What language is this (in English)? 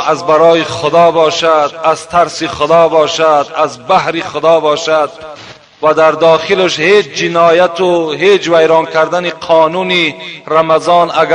Tajik